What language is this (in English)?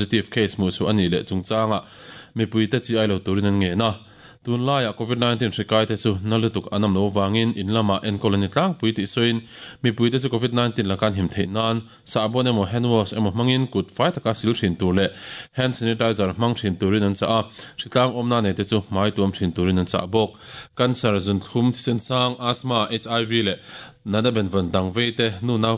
Mizo